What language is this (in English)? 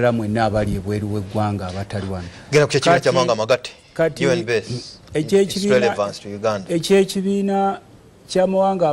Ganda